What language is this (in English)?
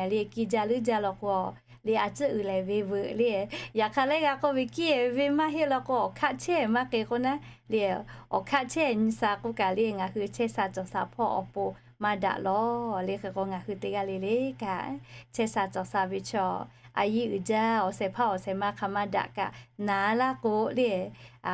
Lahu